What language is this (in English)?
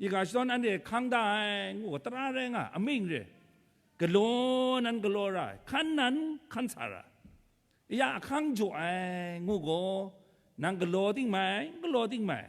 Kachin